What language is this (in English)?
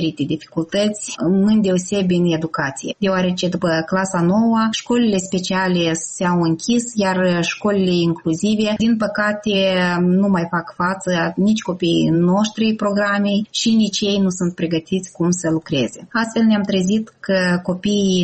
Romanian